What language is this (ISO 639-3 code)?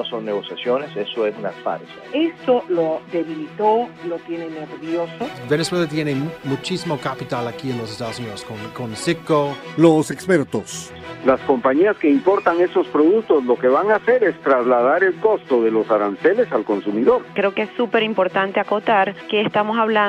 spa